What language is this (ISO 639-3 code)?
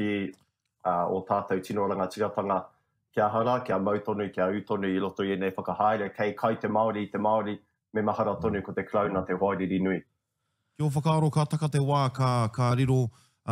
mri